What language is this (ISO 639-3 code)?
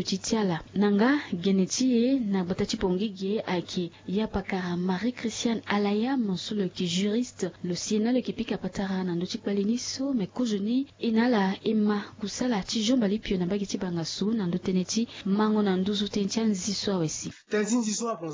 sag